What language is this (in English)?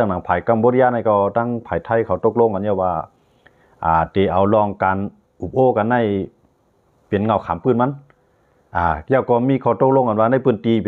Shan